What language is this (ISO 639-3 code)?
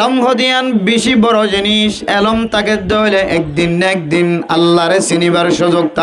rhg